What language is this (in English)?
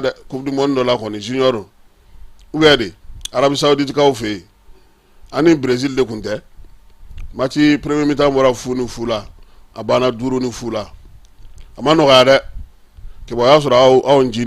Bambara